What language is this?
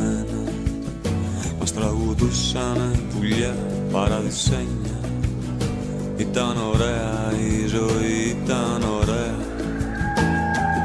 Greek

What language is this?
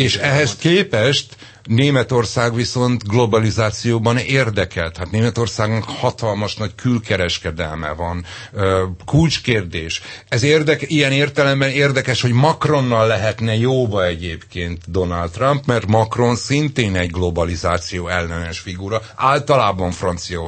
Hungarian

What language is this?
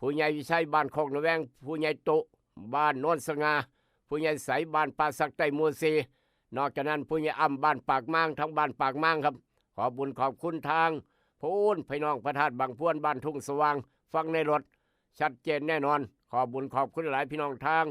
Lao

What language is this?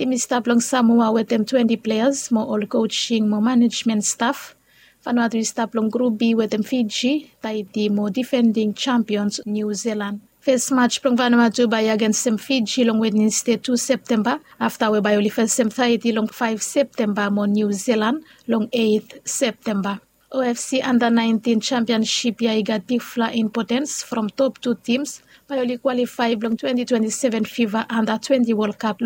Bislama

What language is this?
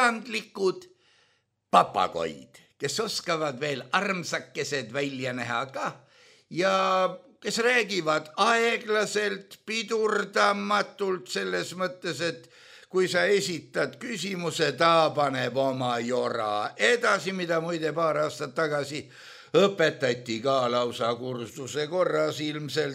Estonian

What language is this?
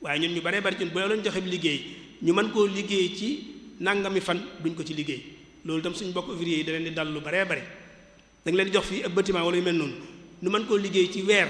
Wolof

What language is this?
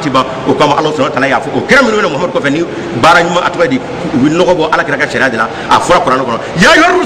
Bambara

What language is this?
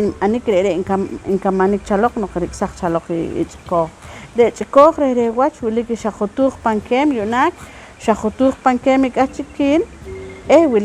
Poqomchi'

